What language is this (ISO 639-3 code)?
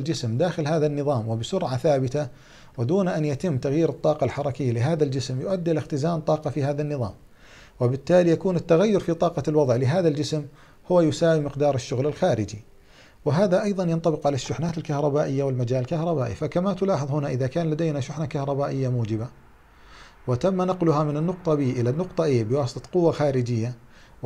ara